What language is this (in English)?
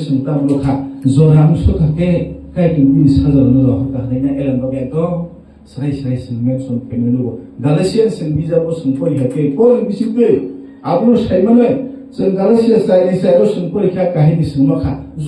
Kok Borok